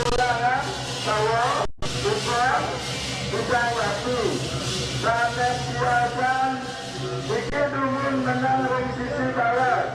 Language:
Balinese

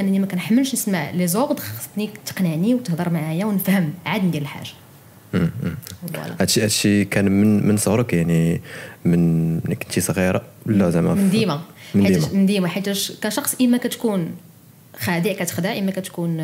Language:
Moroccan Arabic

